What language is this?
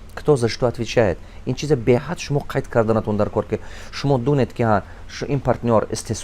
Tajik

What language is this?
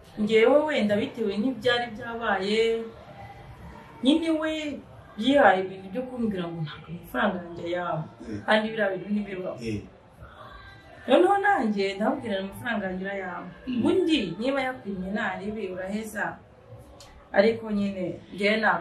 Kinyarwanda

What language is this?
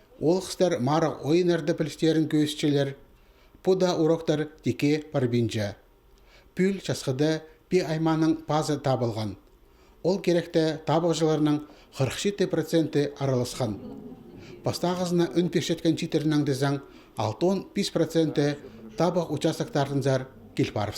Khakas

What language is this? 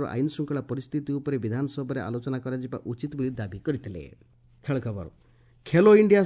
Odia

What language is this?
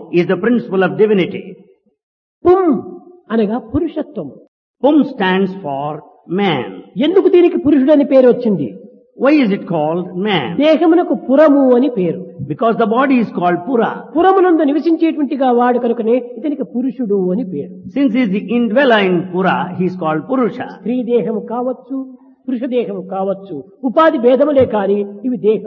Telugu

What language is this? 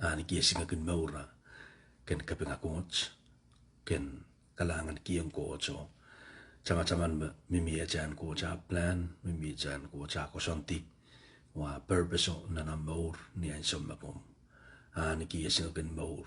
Pohnpeian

